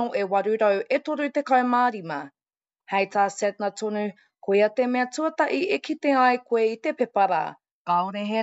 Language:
Māori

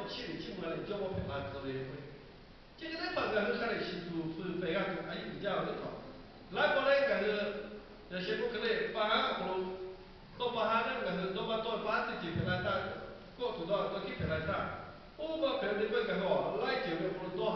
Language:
Lahu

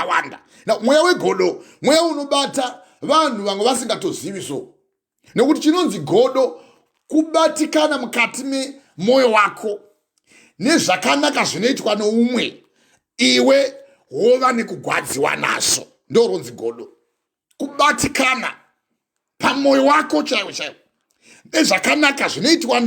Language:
Shona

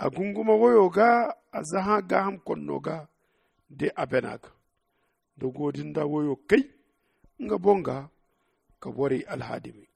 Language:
Zarma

